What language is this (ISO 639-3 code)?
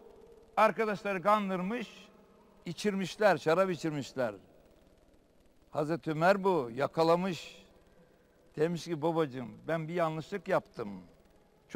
tur